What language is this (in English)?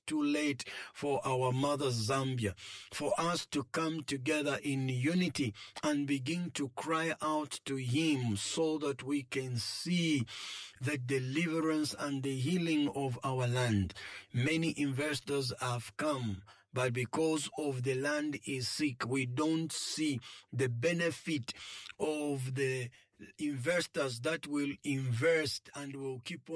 English